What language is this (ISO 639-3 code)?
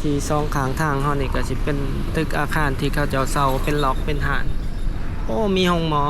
lao